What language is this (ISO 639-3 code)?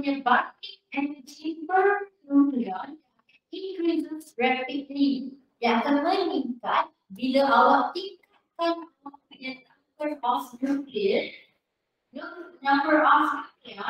msa